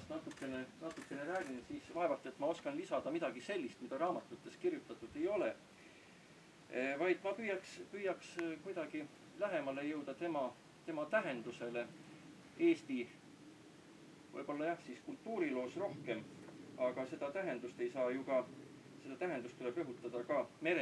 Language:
Estonian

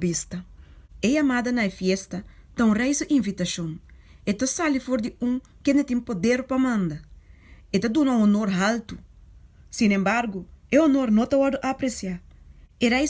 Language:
Papiamento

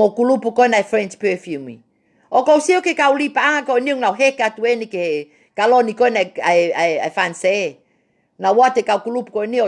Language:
Tongan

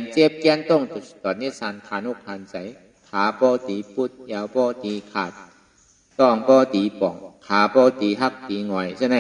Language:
Shan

